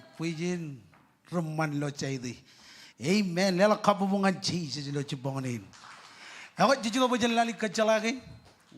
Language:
Marshallese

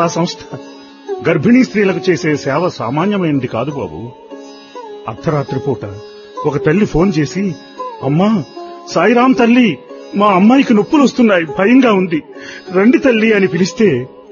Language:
Telugu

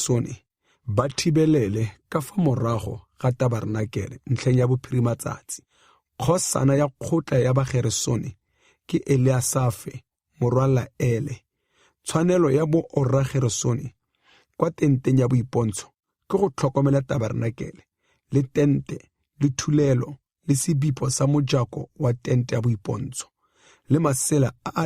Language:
Tswana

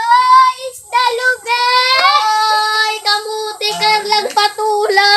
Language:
Waray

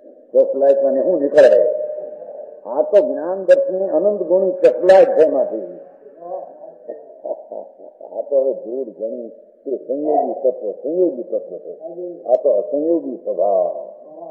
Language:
Gujarati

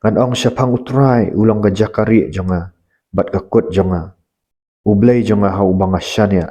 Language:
Khasi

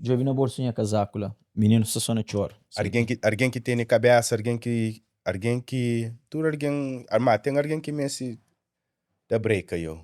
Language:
Kabuverdianu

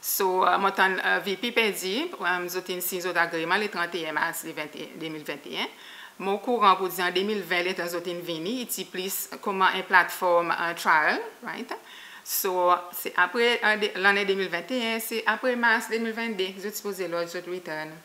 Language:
Seselwa Creole French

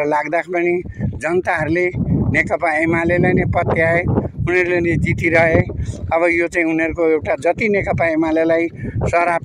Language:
Nepali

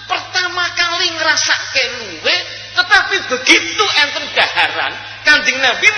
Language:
Javanese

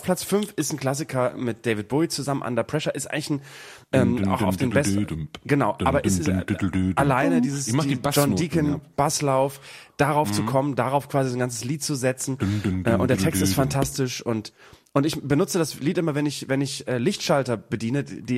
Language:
German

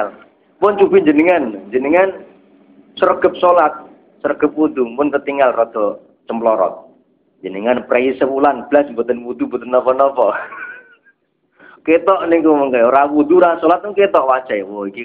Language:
Javanese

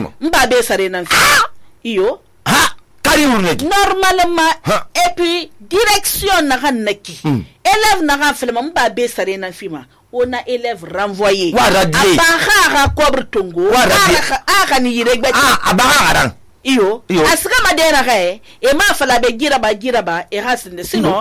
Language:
Susu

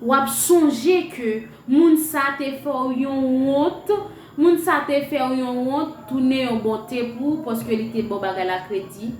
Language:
Haitian Creole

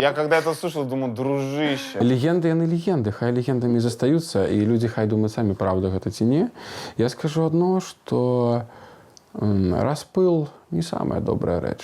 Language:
Belarusian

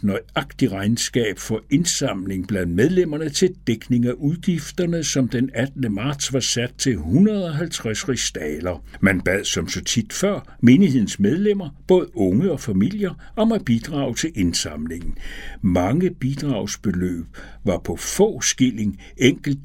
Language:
Danish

